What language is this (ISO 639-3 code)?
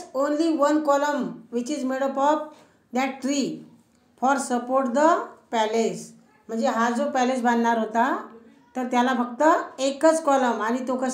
mar